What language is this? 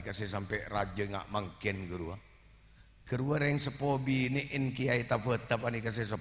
Madurese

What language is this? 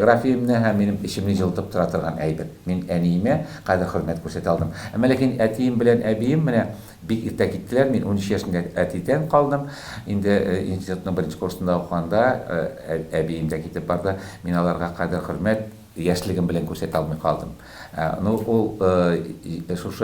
Tatar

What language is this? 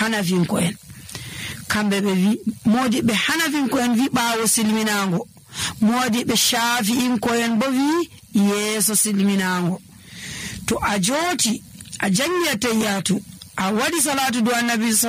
Nigerian Fulfulde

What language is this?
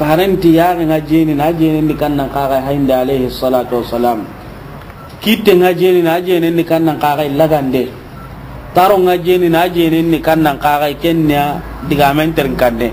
Soninke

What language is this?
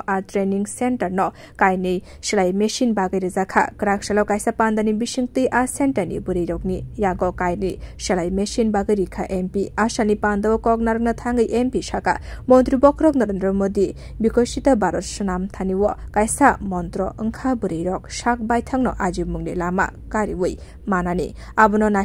Kok Borok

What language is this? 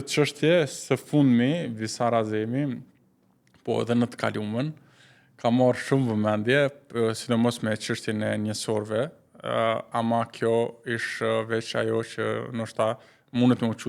Albanian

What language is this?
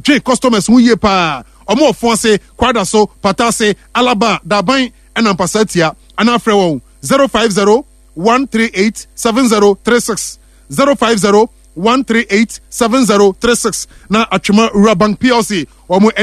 Akan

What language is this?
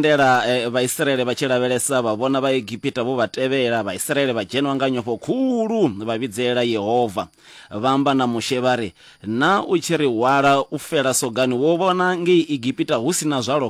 Venda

